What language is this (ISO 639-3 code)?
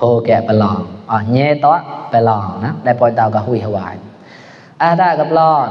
mnw